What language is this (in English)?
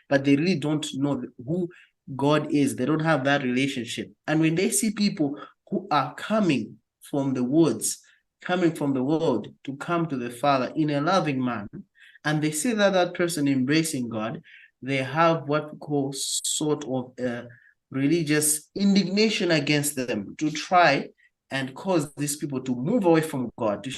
English